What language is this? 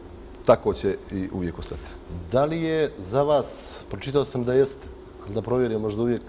Bosnian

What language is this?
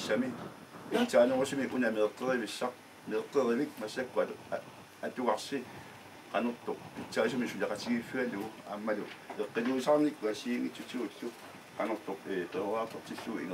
Kalaallisut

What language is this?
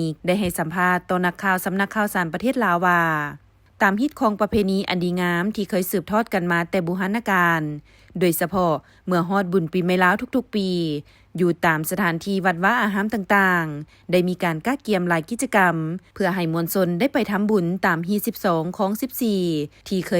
Lao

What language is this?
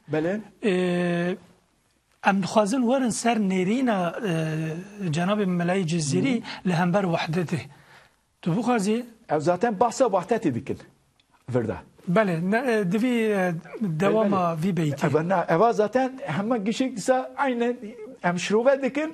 Kurdish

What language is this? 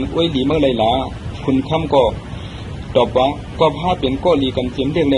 Shan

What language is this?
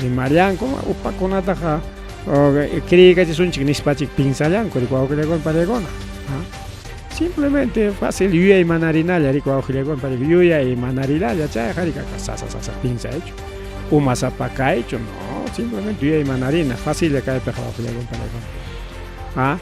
Ayacucho Quechua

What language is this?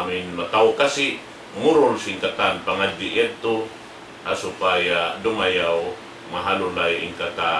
Tausug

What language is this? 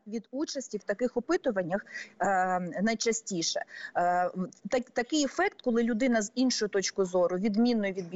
Ukrainian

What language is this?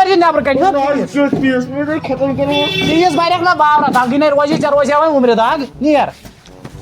Kashmiri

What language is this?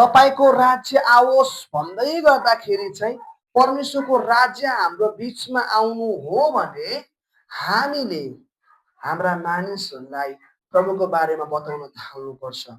Nepali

